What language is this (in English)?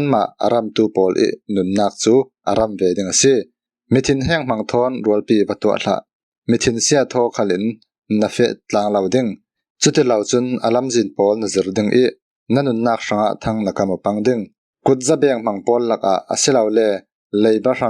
Falam Chin